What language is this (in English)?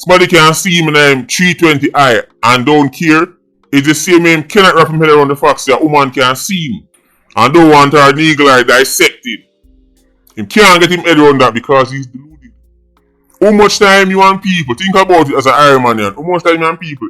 Jamaican Creole English